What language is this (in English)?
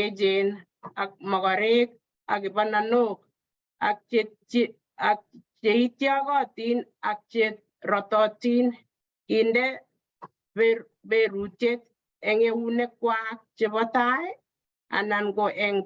Kalenjin